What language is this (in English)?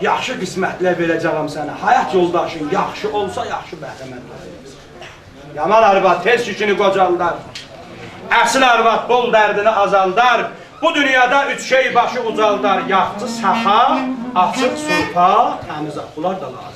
South Azerbaijani